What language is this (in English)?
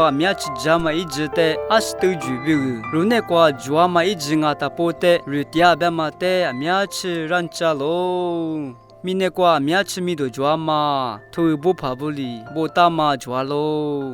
Lisu